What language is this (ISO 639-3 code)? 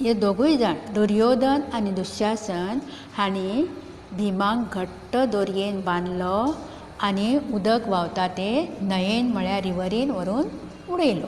kok